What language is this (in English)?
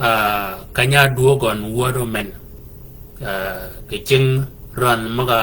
Shilluk